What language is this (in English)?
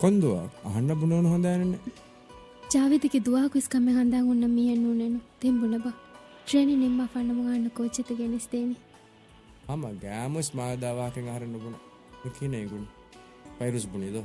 Divehi